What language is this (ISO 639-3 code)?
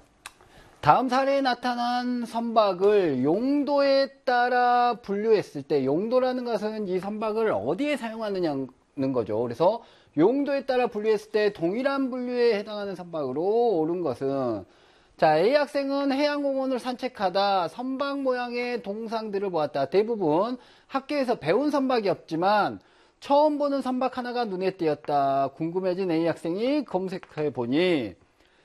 kor